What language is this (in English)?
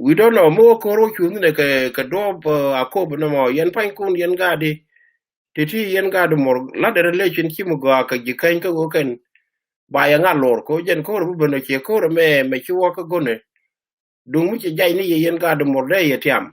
Nuer